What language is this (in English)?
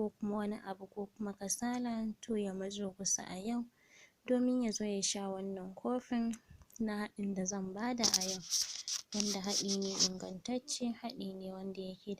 Hausa